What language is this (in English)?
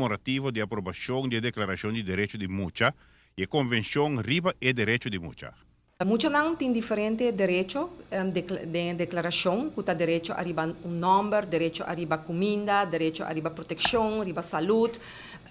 Papiamento